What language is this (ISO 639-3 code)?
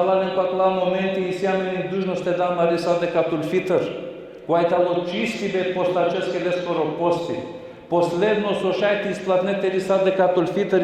rmn